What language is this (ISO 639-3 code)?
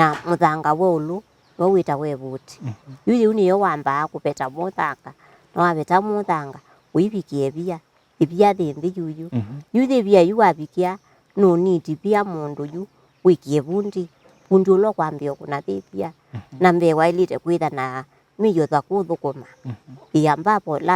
kam